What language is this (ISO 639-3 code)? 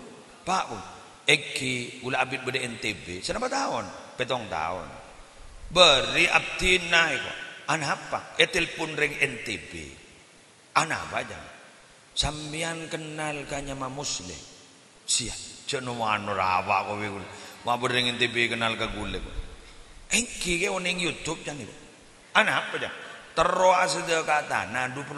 mad